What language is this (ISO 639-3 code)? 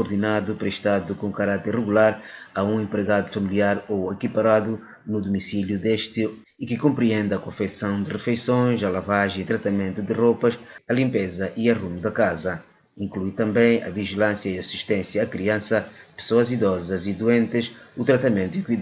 por